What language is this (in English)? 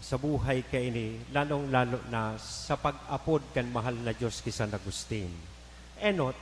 Bikol